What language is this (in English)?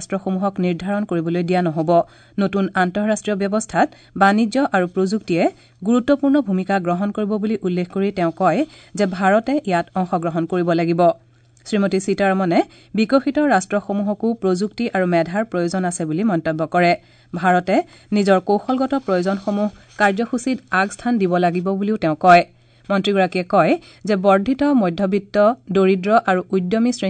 Assamese